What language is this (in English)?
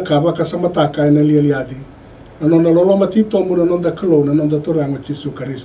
Fijian